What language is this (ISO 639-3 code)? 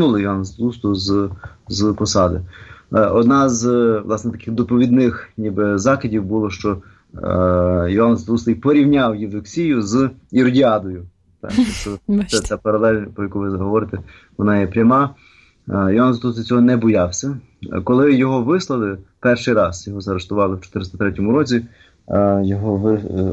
ukr